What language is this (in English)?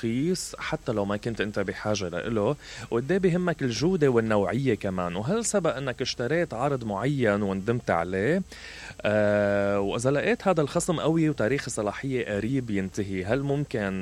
Mesopotamian Arabic